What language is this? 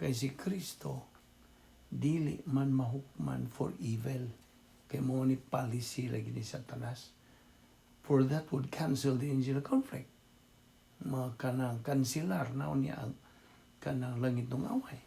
Cebuano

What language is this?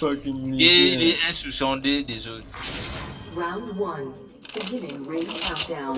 Morisyen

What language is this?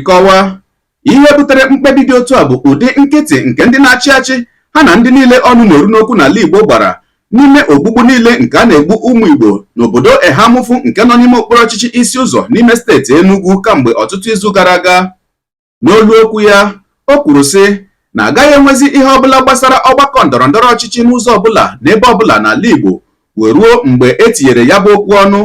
Igbo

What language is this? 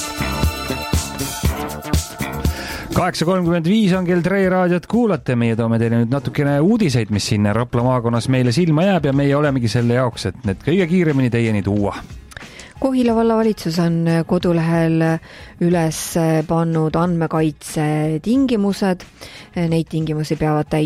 Estonian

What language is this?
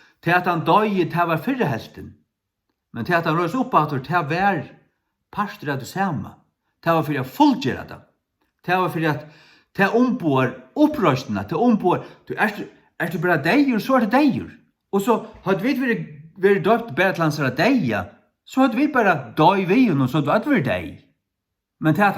Faroese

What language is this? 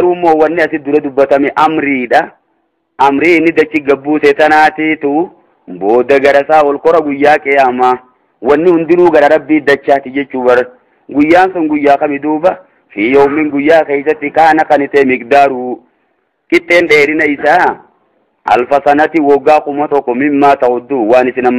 Oromo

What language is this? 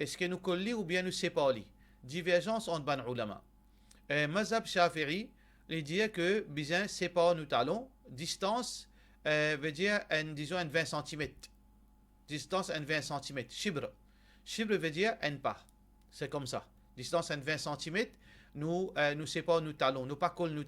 Morisyen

